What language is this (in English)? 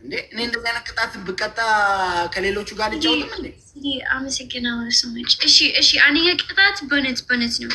Amharic